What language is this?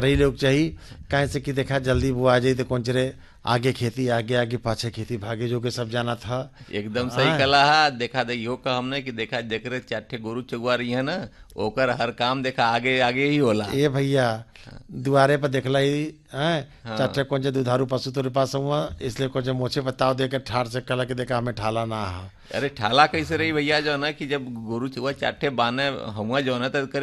Bhojpuri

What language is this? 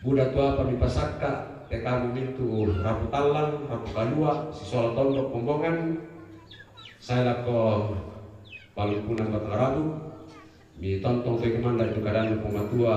Toraja-Sa'dan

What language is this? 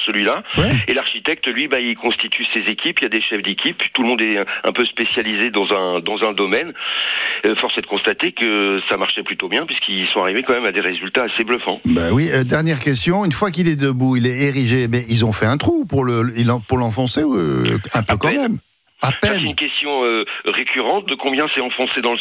French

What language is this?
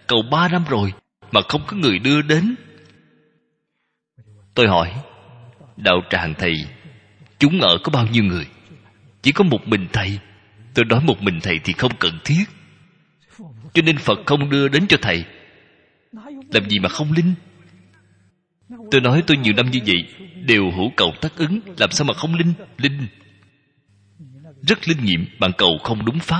Vietnamese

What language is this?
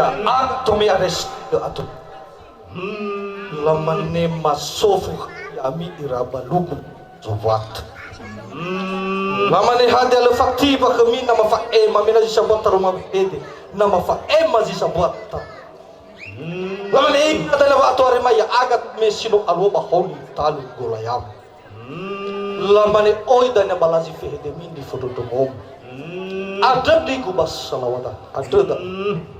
Nias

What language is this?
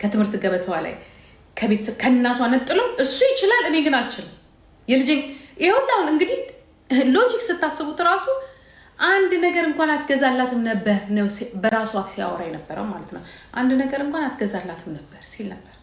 Amharic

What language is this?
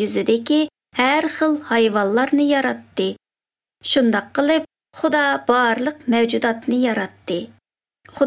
Uzbek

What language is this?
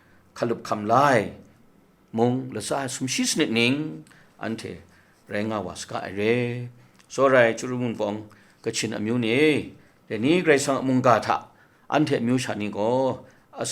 Kachin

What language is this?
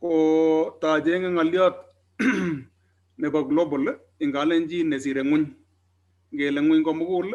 Kalenjin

